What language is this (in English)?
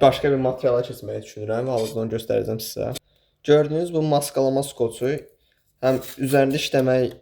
Azerbaijani